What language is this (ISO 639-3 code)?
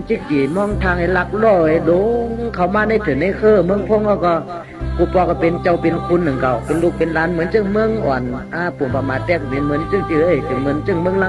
shn